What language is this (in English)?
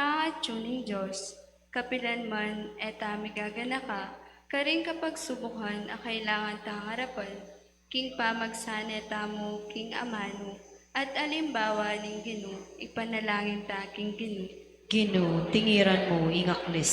Pampanga